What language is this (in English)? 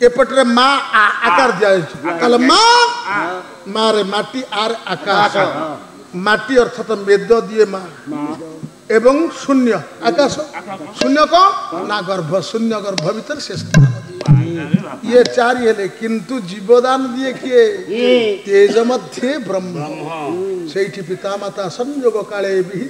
Odia